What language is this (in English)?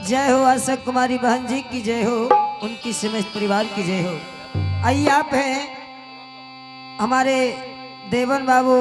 Angika